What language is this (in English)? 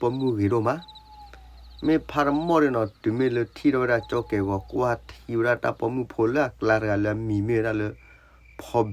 S'gaw Karen